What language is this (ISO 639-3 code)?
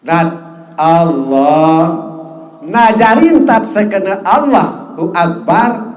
sas